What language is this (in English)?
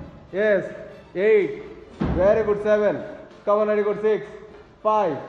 English